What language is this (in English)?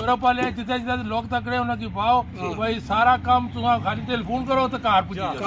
Pahari-Potwari